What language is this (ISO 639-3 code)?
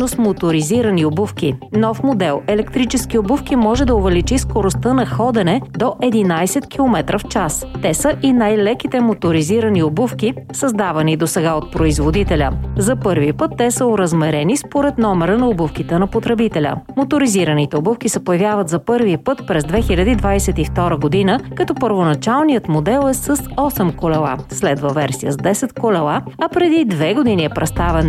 bul